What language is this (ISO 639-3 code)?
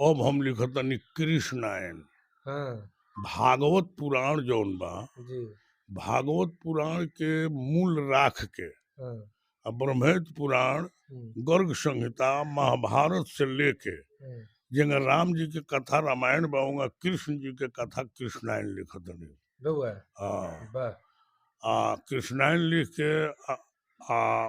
bho